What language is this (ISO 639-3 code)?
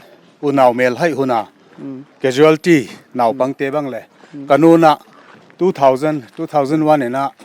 pck